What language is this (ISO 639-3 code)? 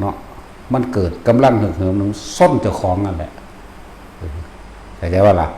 tts